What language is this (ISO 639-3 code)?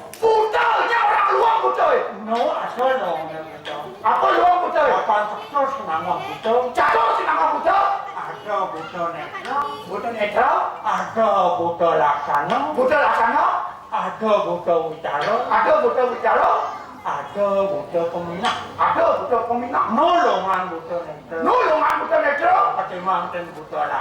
ban